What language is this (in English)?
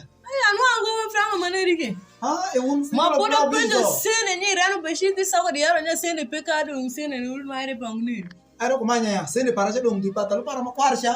Alur